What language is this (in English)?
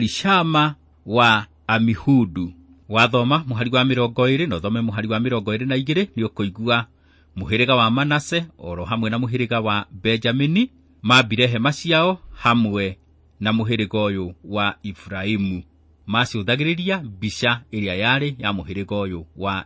Kikuyu